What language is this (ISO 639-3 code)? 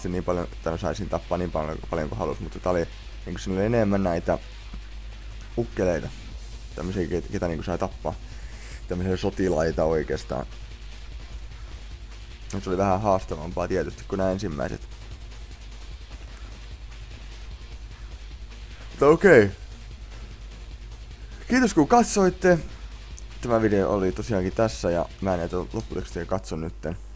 fin